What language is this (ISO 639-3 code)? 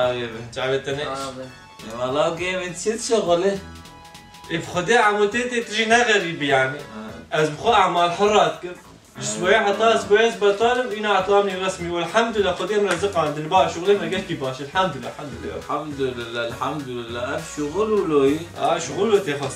kur